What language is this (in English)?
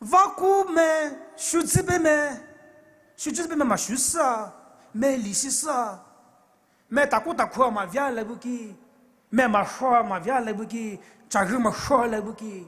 Poumei Naga